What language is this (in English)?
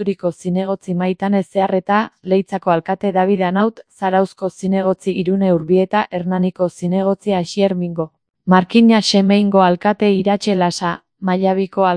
Basque